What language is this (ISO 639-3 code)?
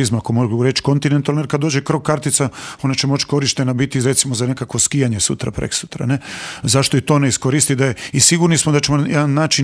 hrv